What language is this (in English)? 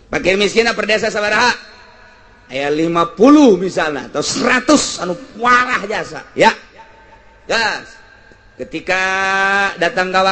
Sundanese